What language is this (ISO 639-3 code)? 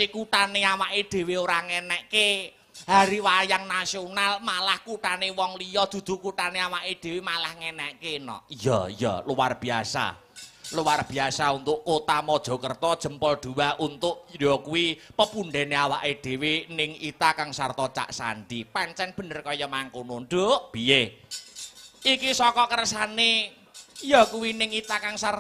jav